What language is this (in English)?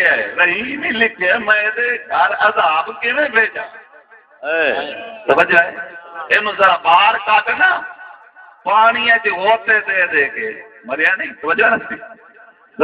Saraiki